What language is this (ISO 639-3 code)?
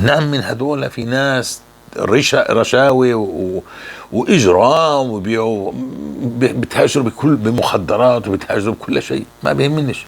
apc